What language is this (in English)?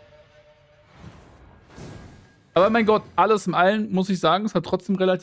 German